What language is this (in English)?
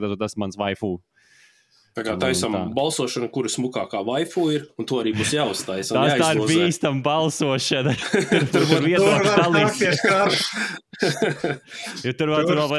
Latvian